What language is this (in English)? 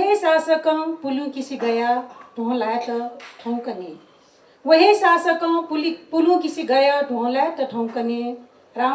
Newari